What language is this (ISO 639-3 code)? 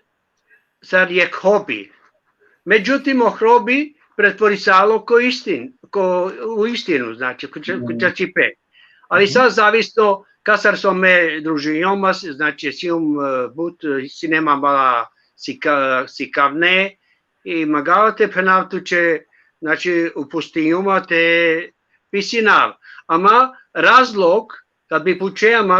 rmn